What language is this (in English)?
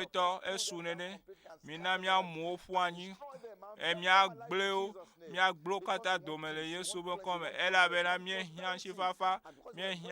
Ewe